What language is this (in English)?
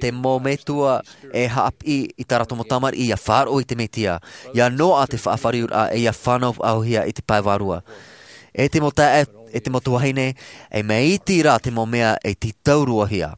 Tahitian